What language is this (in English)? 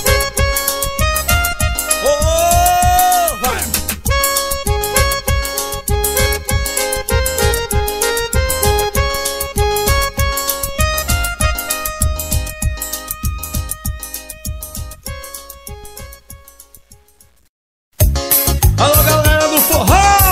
Portuguese